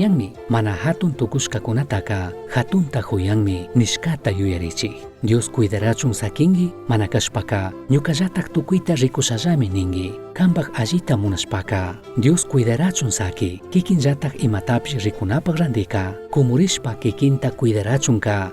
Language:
Chimborazo Highland Quichua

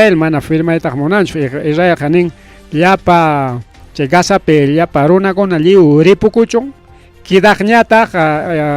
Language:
Ayacucho Quechua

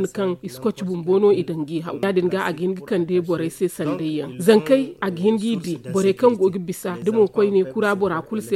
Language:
Zarma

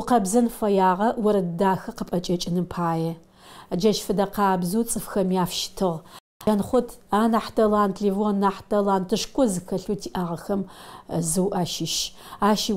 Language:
Adyghe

